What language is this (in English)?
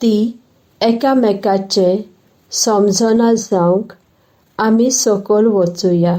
Konkani